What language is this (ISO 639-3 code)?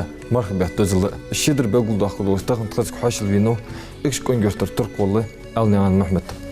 inh